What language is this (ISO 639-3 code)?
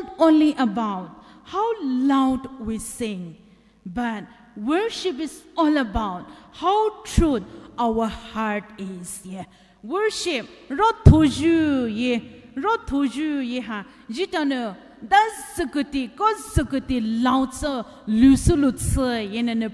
pmx